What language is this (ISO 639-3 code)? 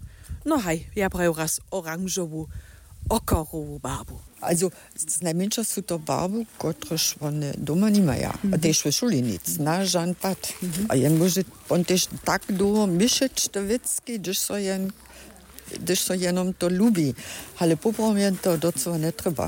hsb